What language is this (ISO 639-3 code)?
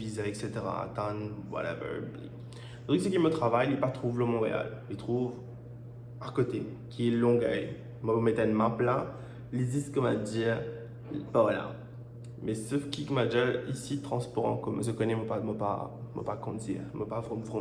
mfe